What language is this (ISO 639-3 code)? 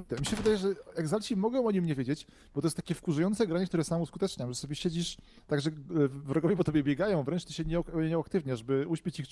pol